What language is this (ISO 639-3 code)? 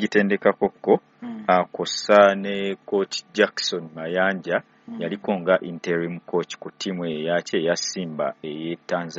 lug